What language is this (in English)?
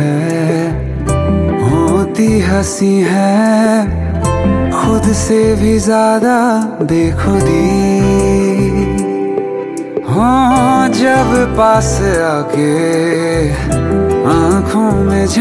Hindi